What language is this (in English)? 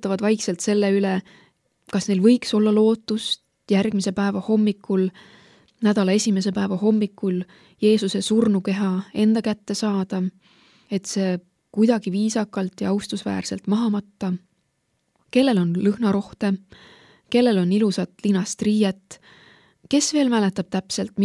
Estonian